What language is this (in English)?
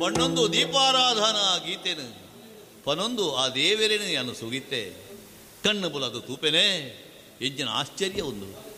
Tulu